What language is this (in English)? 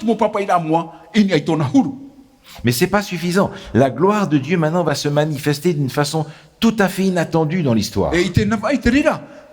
Tahitian